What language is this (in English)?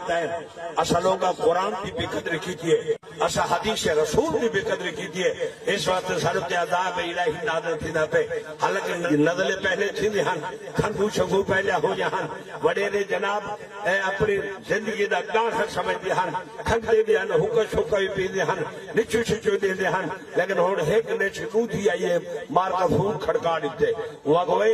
Saraiki